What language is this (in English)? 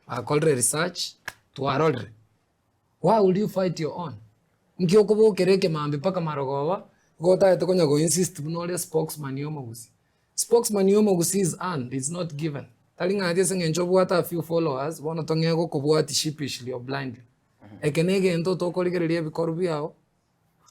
Gusii